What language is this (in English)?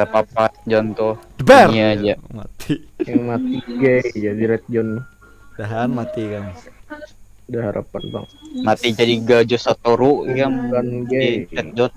Banjar